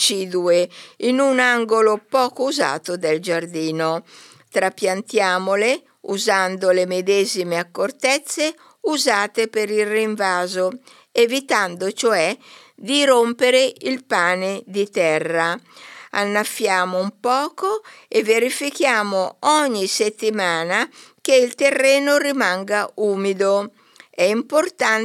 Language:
Italian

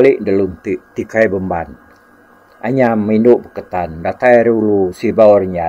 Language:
Iban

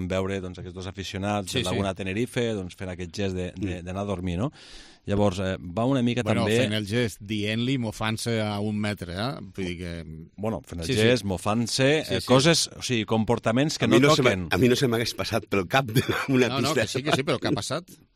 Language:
Catalan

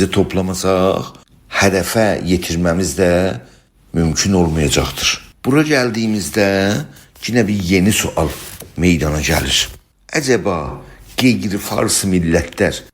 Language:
South Azerbaijani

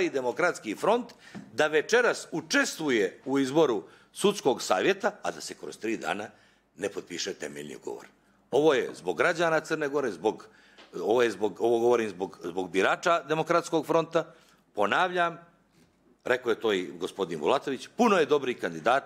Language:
Bosnian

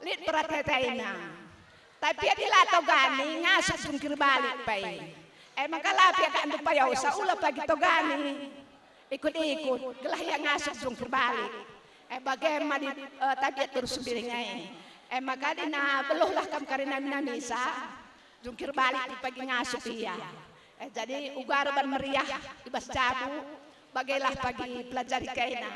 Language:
Batak Karo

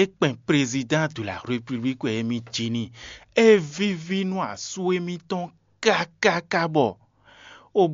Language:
Fon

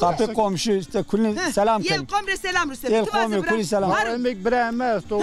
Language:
Zaza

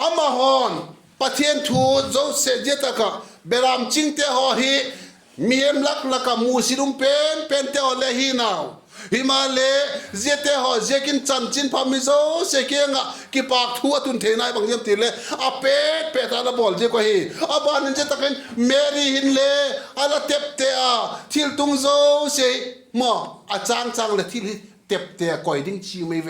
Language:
Vaiphei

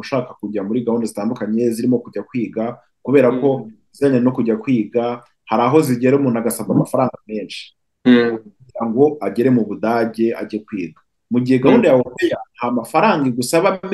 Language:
Kinyarwanda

